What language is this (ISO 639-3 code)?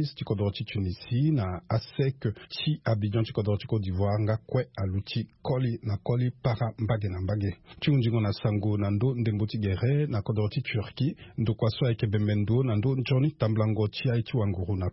sag